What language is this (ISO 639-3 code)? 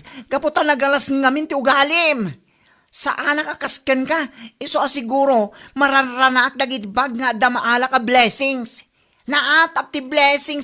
ilo